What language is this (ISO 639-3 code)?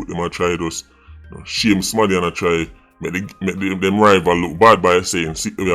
jam